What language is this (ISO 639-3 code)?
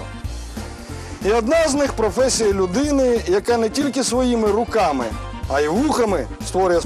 ukr